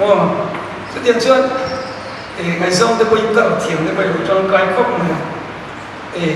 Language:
Mizo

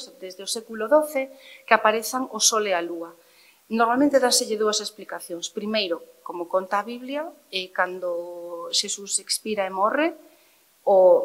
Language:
Galician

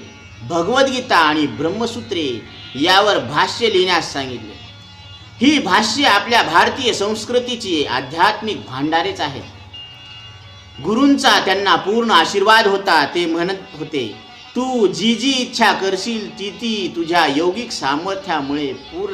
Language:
Marathi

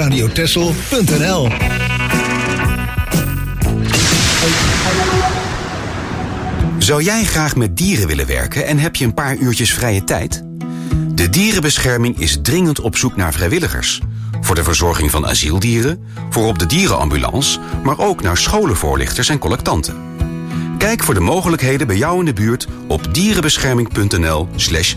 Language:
Dutch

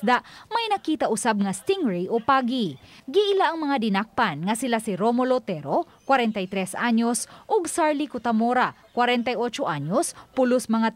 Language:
Cebuano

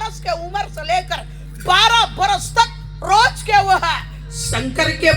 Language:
Chhattisgarhi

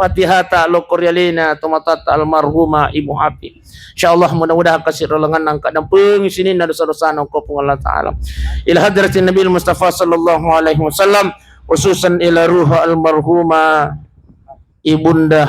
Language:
Buginese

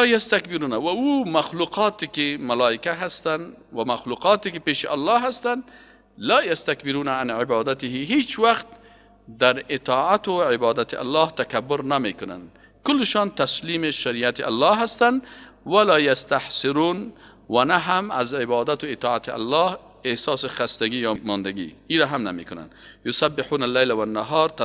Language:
Persian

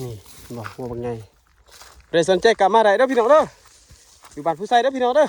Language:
Lao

